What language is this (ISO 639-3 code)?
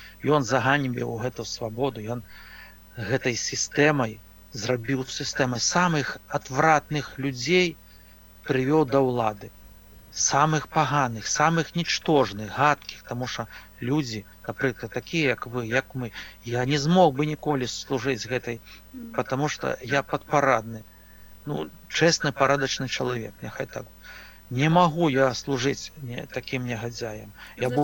bel